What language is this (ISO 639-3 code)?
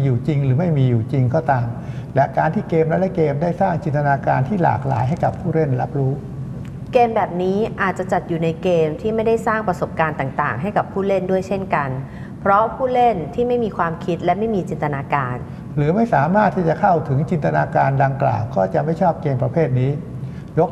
tha